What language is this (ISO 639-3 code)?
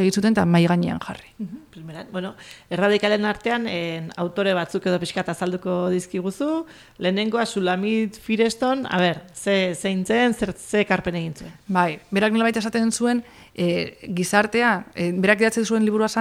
eus